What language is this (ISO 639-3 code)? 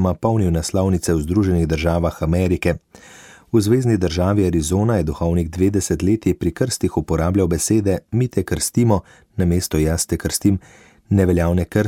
slv